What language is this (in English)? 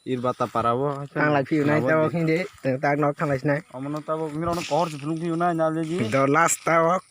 Kok Borok